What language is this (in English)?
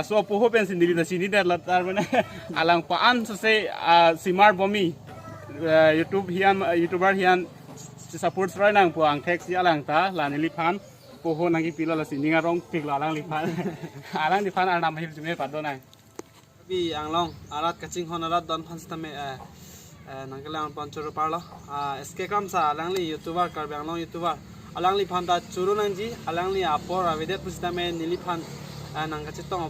Karbi